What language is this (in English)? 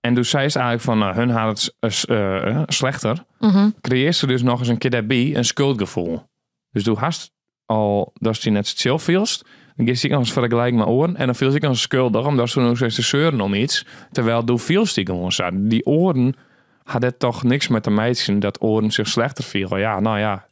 Western Frisian